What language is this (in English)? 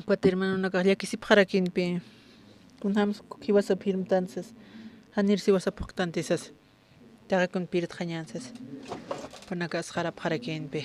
Aymara